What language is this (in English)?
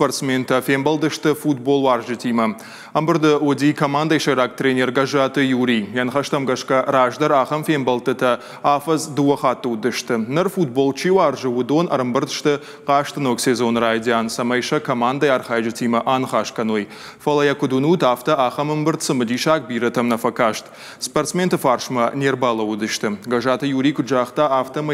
Ossetic